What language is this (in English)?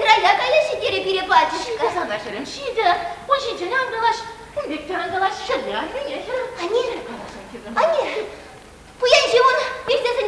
Chuvash